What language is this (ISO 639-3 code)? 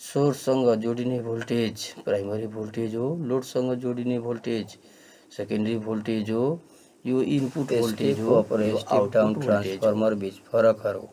nep